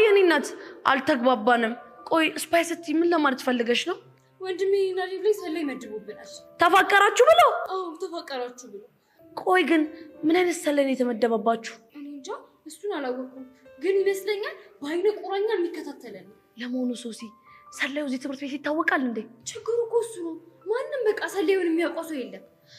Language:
Amharic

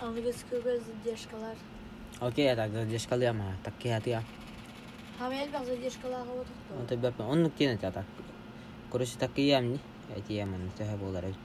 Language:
Yakut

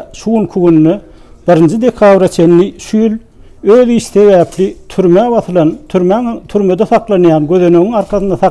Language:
Turkmen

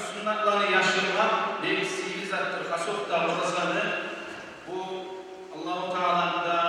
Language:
Kumyk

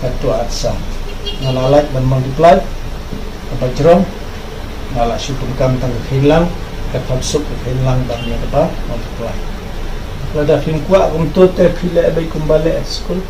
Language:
Khasi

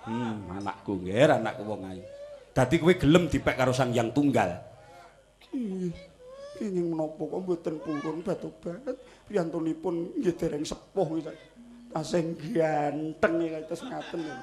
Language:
Javanese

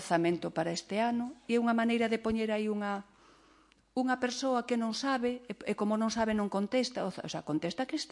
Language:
Galician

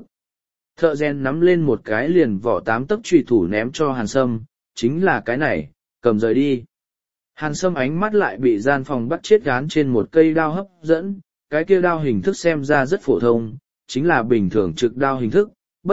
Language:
Vietnamese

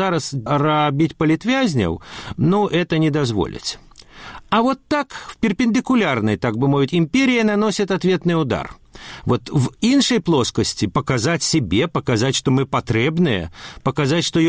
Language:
Belarusian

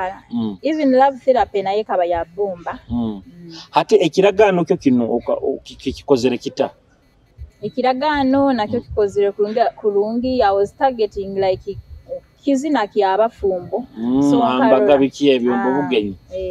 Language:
Nyoro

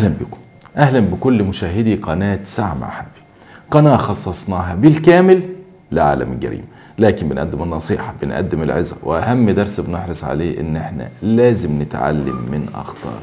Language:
Egyptian Arabic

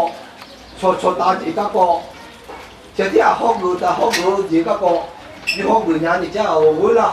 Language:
Akha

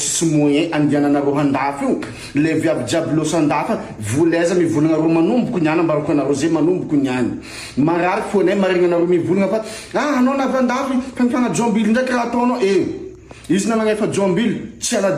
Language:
Malagasy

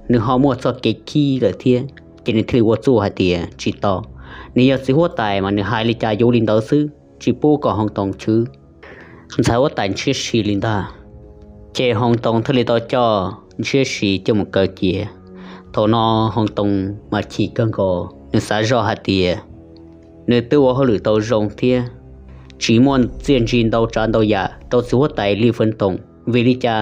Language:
Hmong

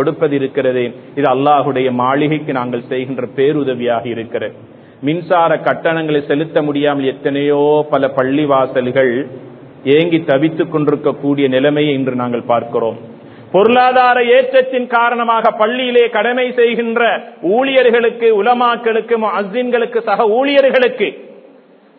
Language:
Tamil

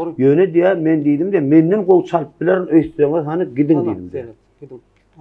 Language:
Turkmen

